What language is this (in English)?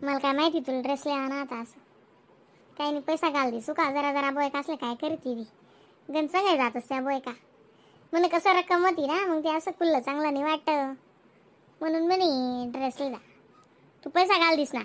Khandesi